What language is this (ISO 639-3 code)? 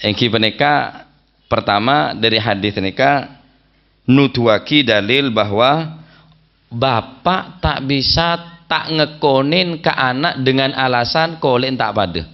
mad